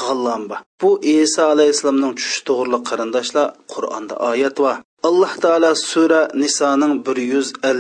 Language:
Uyghur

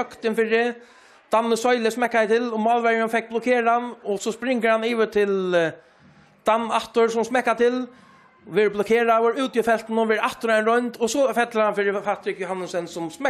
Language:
Faroese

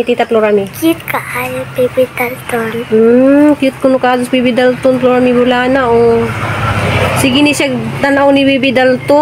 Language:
Cebuano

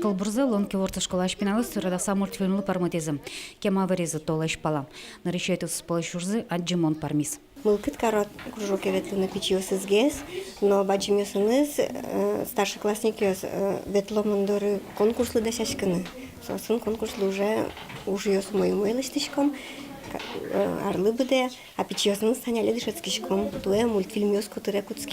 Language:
Udmurt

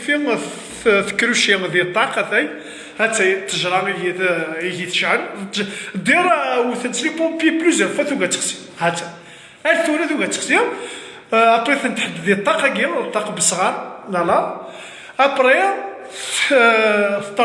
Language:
Kabyle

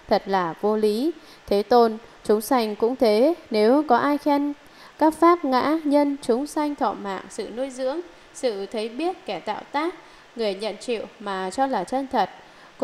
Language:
Vietnamese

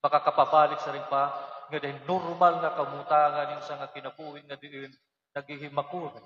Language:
Waray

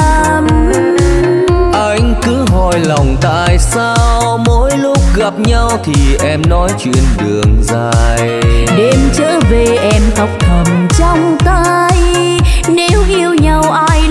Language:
Vietnamese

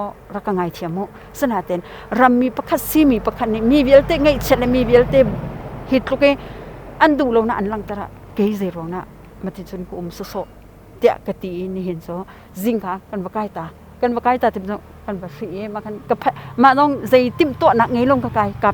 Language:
Hakha Chin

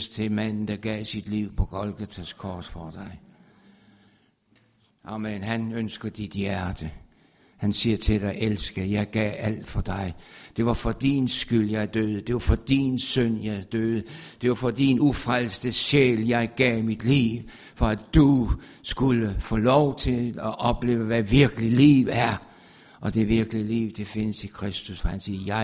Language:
Danish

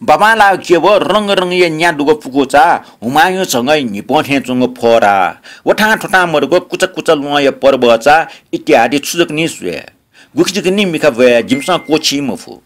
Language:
Newari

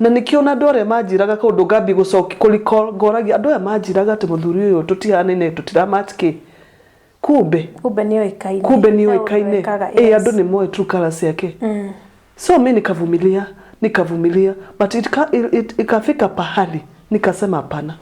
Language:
Kikuyu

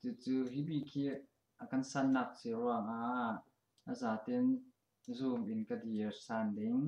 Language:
Falam Chin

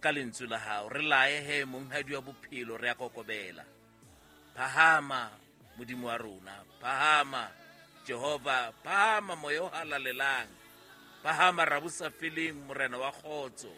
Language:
Southern Sotho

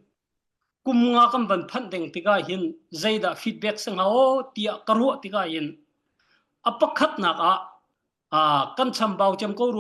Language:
Hakha Chin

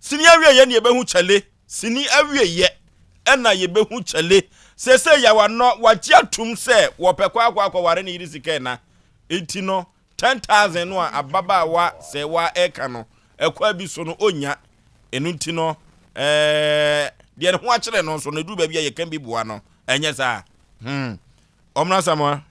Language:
Akan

